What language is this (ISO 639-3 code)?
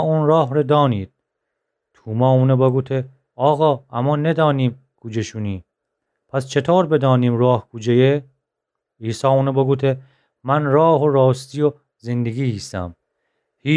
glk